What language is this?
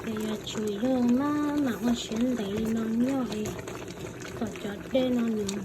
Hmong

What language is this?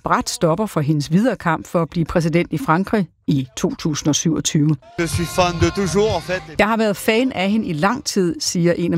Danish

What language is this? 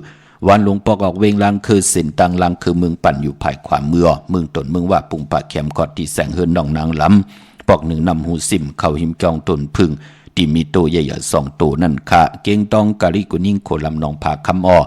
Shan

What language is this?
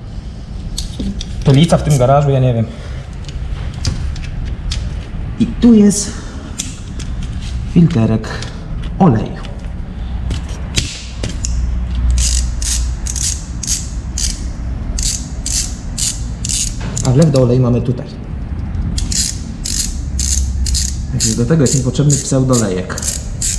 Polish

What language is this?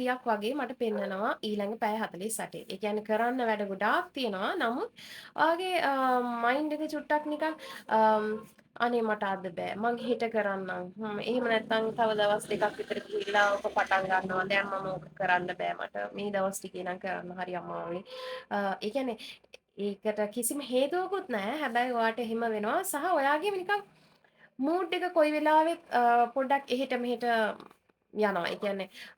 Sinhala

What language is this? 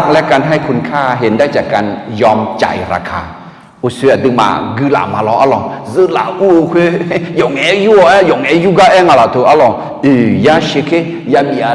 Akha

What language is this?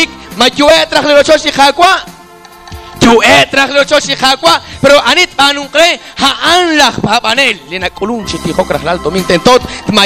Kekchí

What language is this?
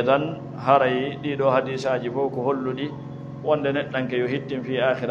Fula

